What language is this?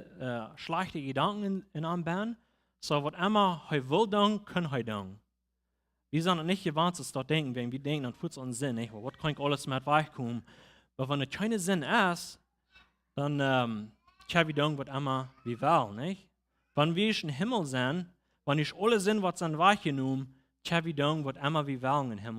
Plautdietsch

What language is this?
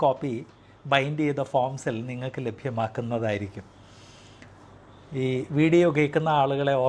Malayalam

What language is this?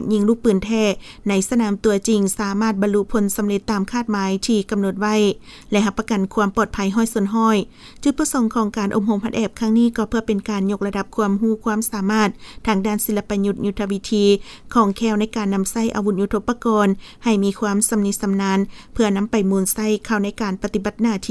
Lao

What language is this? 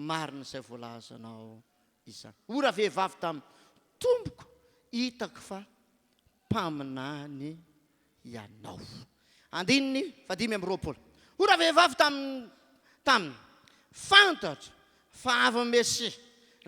Malagasy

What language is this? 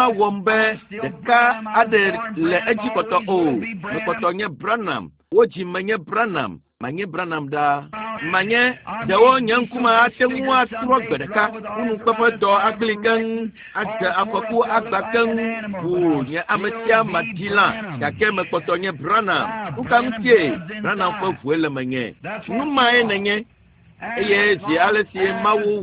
Ewe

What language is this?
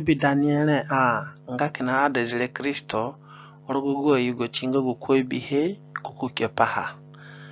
Zande (individual language)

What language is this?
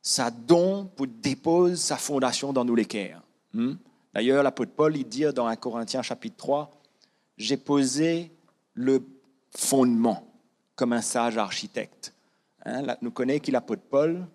Morisyen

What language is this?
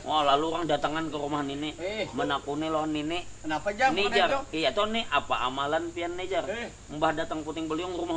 Banjar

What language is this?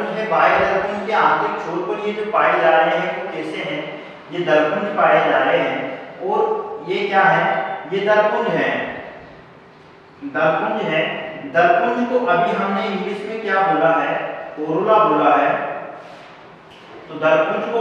Hindi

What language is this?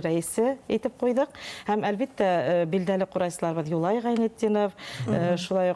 Bashkir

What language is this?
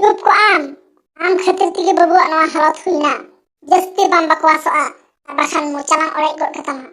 Santali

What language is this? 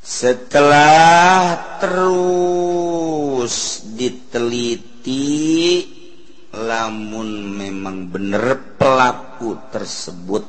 Sundanese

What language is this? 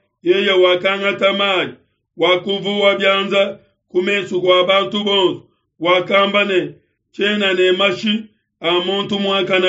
Luba-Lulua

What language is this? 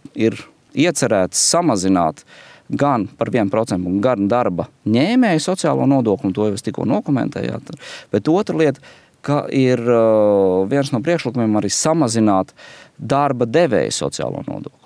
Latvian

